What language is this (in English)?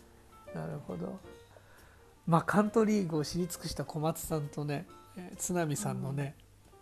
Japanese